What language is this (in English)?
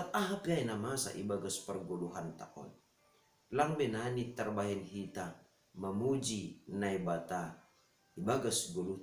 Batak Simalungun